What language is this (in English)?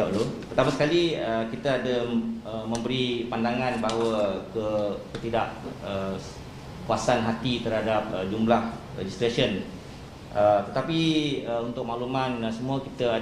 Malay